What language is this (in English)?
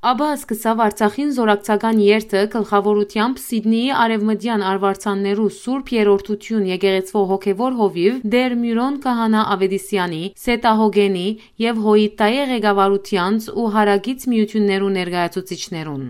Western Armenian